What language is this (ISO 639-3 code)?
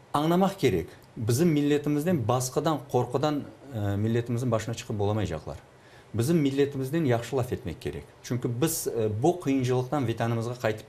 crh